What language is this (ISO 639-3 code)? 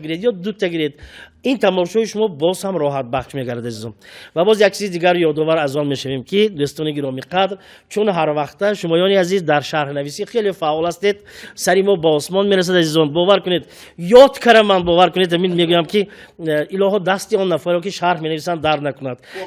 tgk